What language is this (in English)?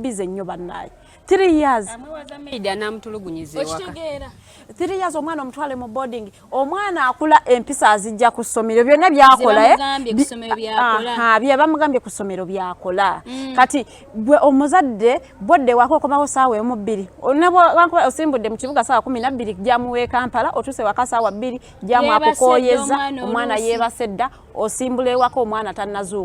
Ganda